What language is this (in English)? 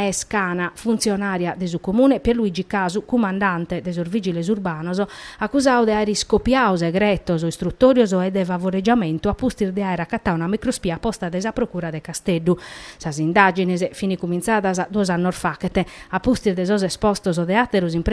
Sardinian